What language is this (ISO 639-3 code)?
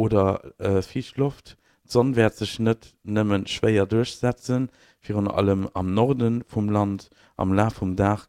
ltz